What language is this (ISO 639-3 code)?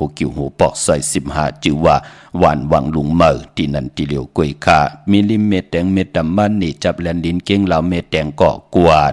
shn